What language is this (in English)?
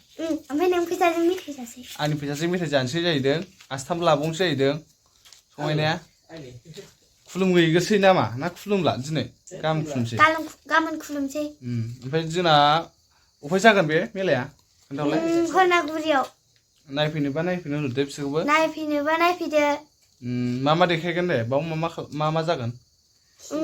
Bodo